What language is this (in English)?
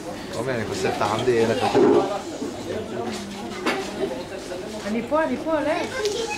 Hebrew